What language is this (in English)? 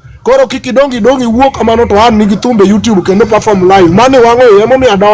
Luo (Kenya and Tanzania)